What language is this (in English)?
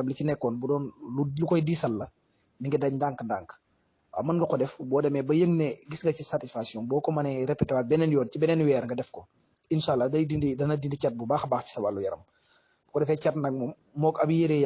Wolof